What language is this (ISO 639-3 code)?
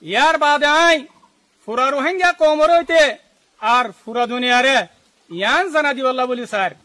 rhg